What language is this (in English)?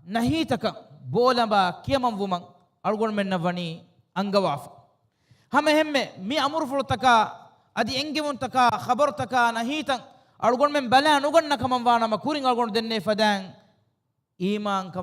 Divehi